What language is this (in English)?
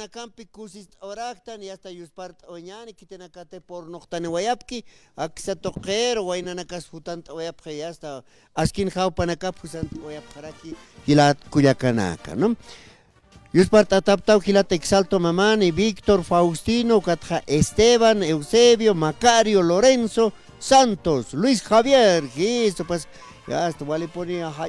Aymara